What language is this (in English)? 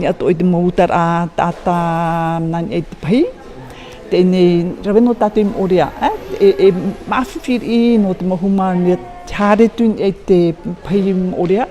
Tahitian